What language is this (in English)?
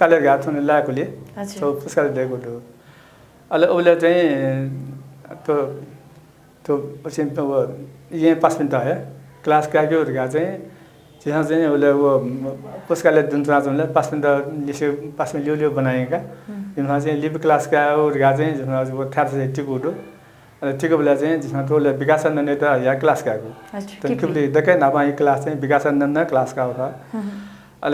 Newari